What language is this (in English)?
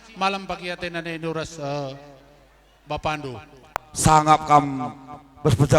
Batak Karo